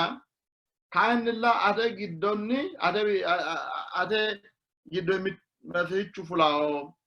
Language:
Sidamo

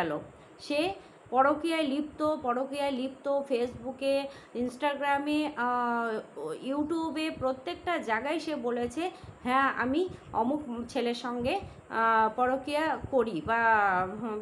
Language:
Bangla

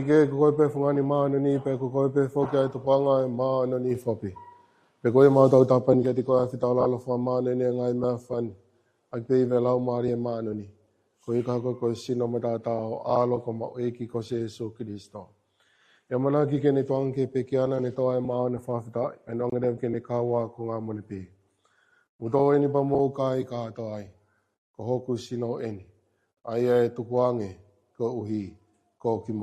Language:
Tongan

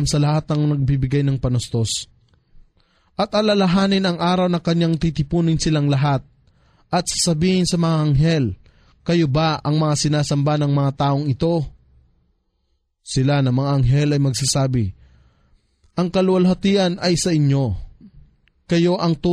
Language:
Filipino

